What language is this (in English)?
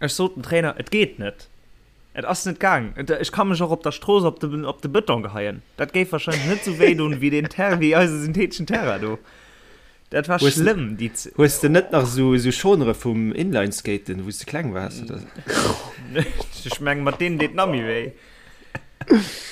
Luxembourgish